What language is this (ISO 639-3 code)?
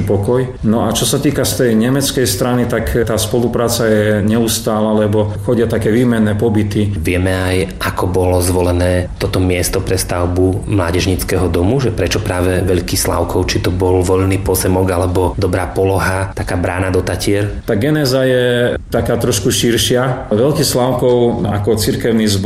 slk